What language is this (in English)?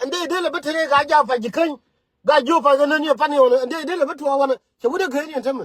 Nuer